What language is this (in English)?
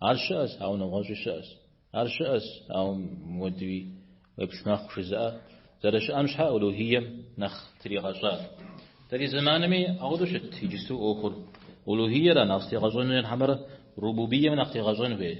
Kabardian